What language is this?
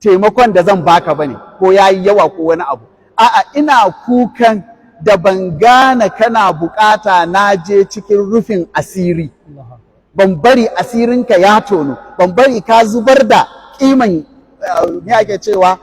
Hausa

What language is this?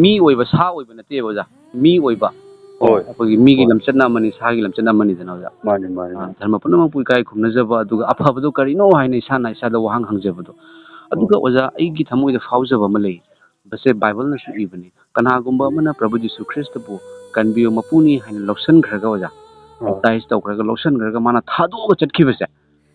Manipuri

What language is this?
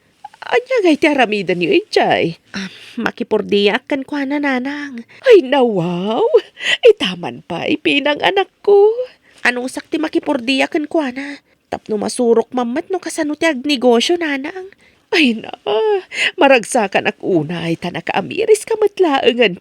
Iloko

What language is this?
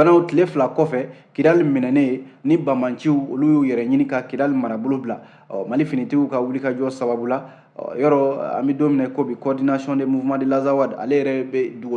Bambara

